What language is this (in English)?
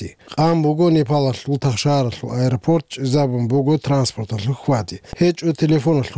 Avaric